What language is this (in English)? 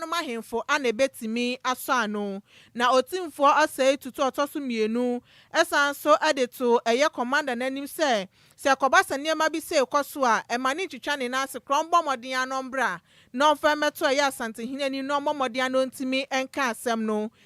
Akan